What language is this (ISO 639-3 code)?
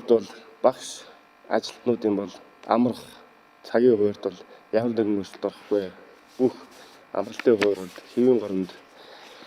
mon